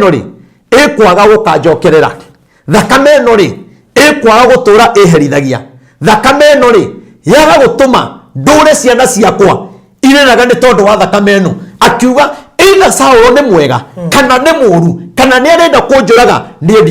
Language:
Kikuyu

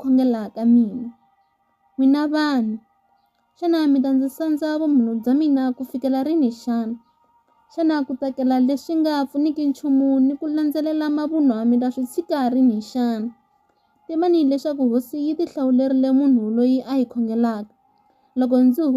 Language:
Tsonga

